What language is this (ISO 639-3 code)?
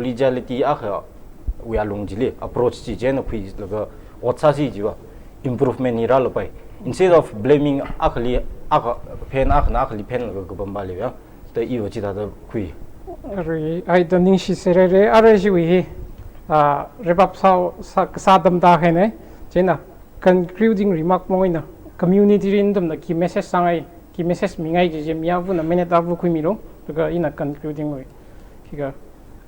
nmf